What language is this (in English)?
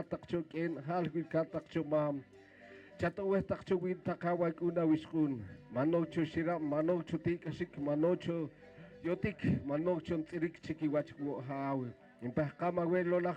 Poqomchi'